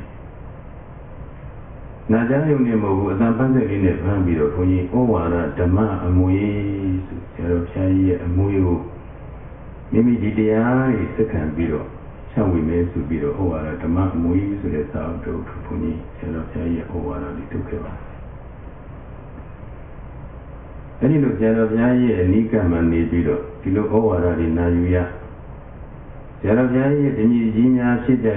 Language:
Burmese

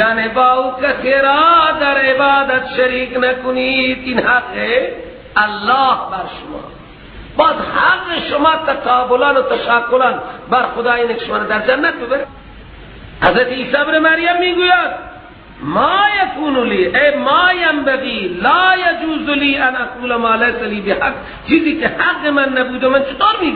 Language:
Persian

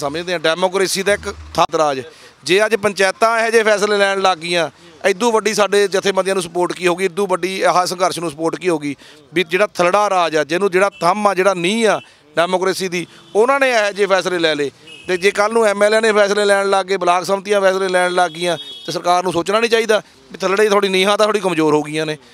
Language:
Punjabi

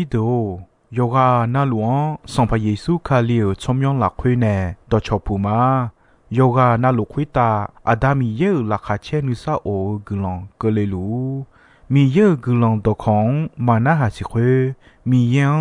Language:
Akha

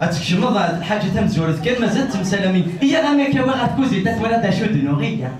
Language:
Kabyle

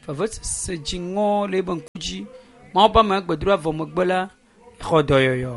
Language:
Ewe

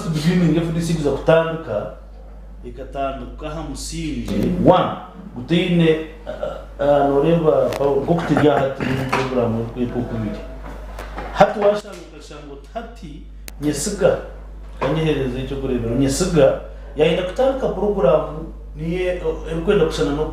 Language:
Nyankole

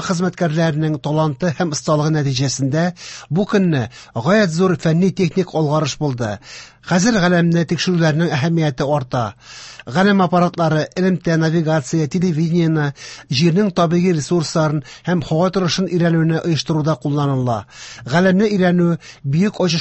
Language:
Tatar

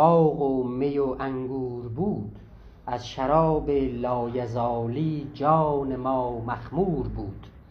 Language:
South Azerbaijani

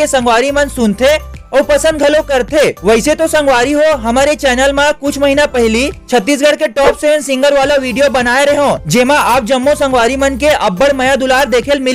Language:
Chhattisgarhi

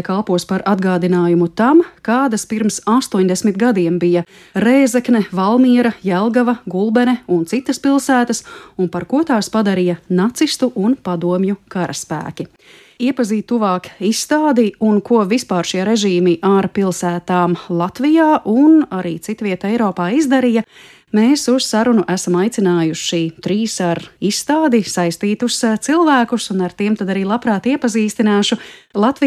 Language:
Latvian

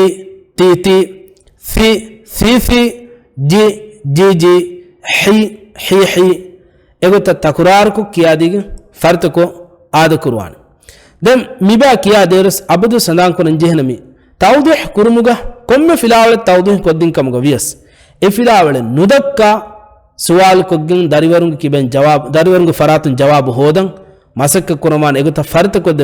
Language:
Divehi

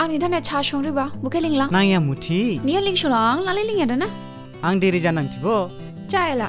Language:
Dimasa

